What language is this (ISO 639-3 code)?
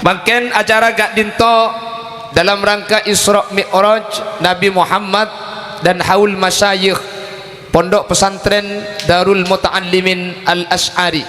mad